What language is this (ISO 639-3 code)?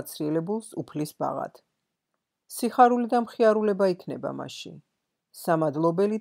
kat